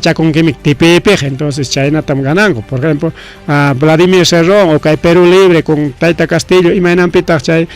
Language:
Ayacucho Quechua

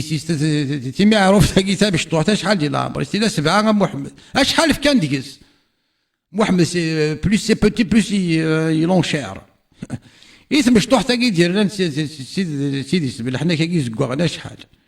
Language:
Kabyle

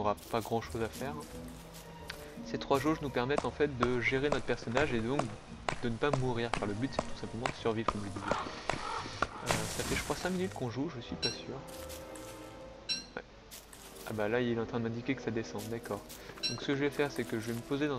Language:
French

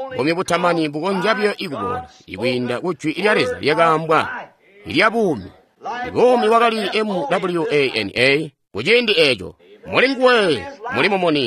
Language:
Tonga (Zambia)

